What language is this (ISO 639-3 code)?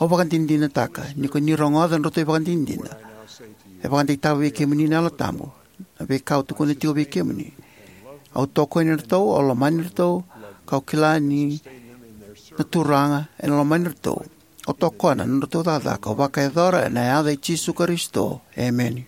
fij